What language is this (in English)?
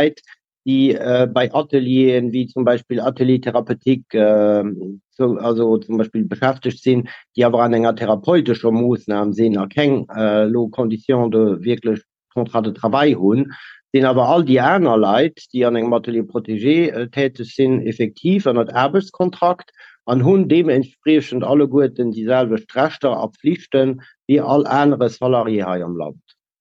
Luxembourgish